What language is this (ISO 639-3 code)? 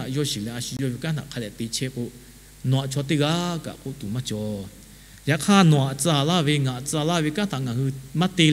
lhu